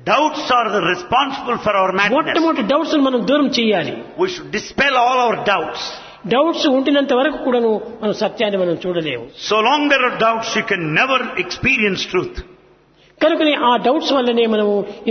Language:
Telugu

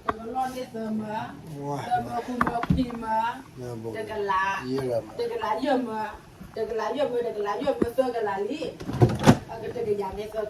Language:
S'gaw Karen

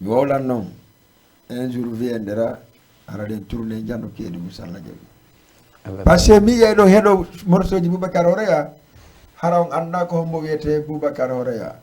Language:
Fula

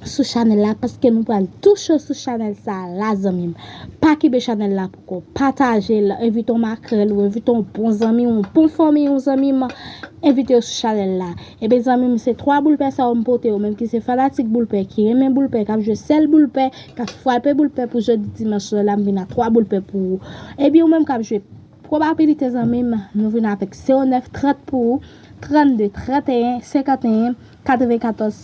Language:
Haitian Creole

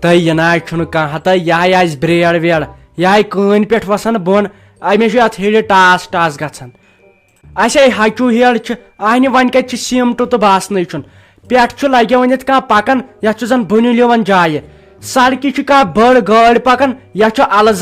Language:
Kashmiri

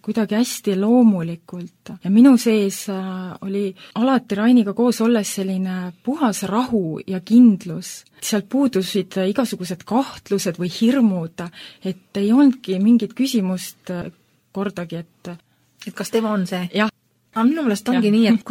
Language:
Estonian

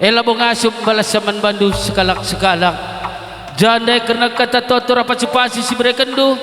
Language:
Batak Karo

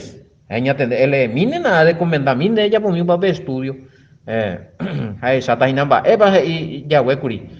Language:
Guarani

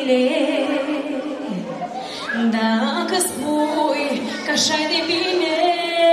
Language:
Romanian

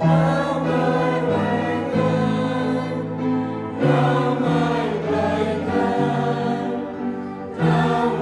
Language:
Central Mnong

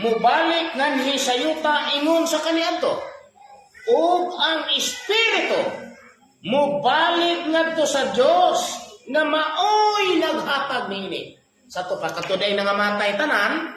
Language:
Cebuano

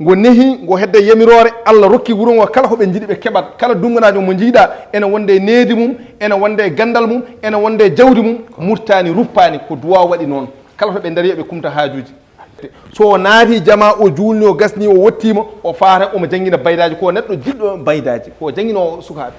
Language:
Fula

